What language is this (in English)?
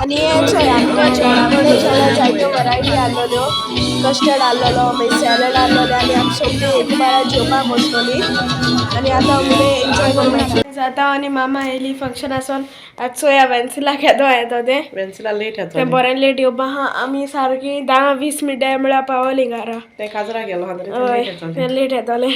Konkani